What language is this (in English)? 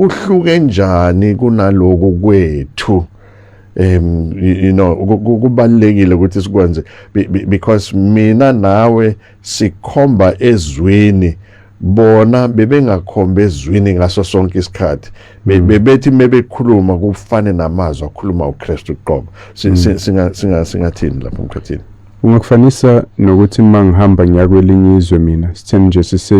Zulu